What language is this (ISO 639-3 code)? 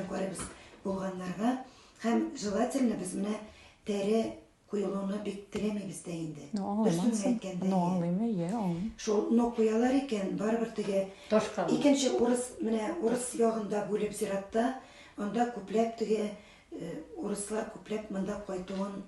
tat